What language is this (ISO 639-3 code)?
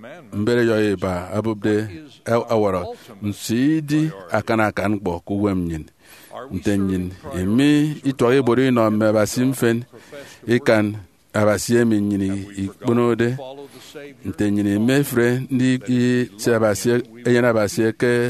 efi